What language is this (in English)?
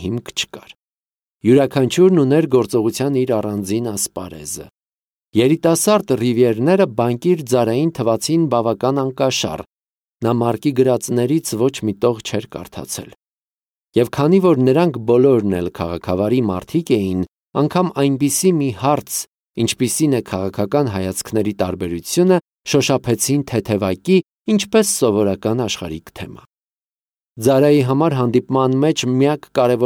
Armenian